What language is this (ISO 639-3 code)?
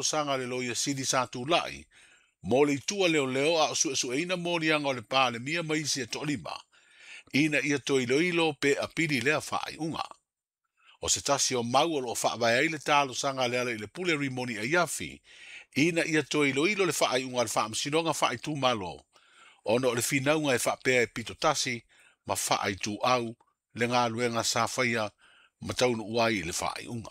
smo